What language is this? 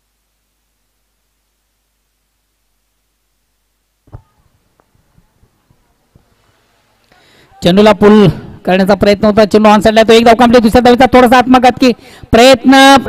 Marathi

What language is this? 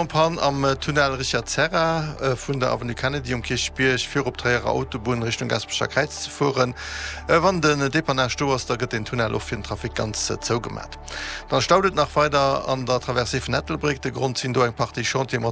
Luxembourgish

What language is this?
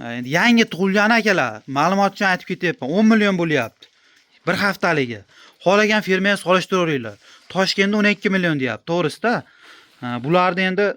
Uzbek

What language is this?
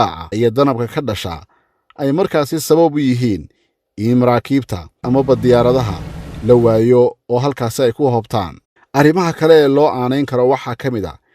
Somali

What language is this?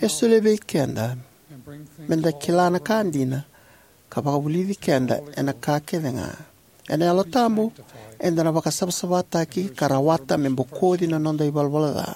Fijian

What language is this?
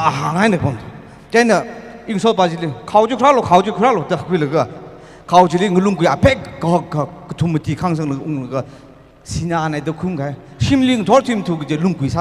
Tangkhul Naga (India)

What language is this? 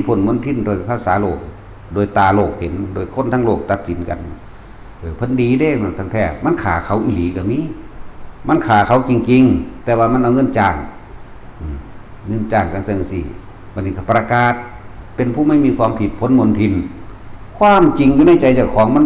Northeastern Thai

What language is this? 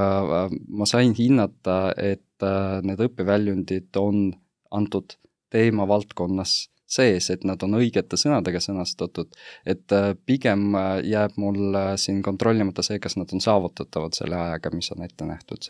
Estonian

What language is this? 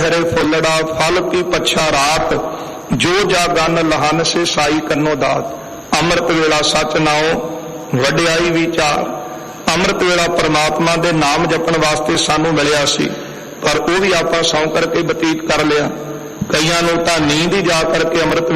Punjabi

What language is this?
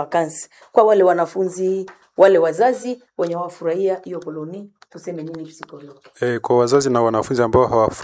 Swahili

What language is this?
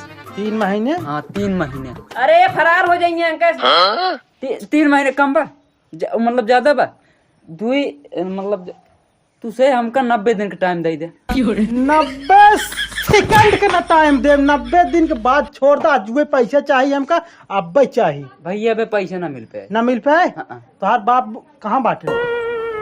Awadhi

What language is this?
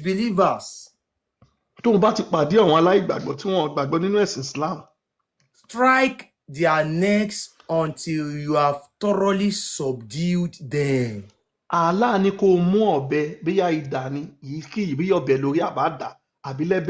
Yoruba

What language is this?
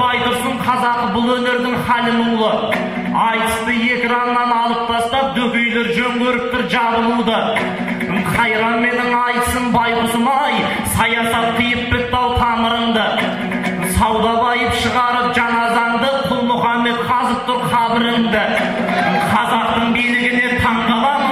Kazakh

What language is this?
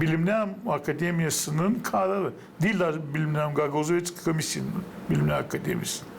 Gagauz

